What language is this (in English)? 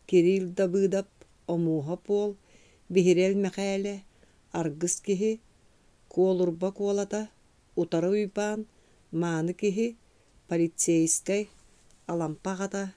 Yakut